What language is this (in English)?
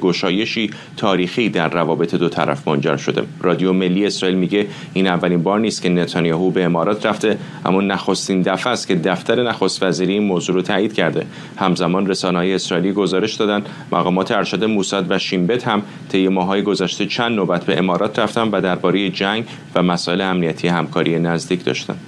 Persian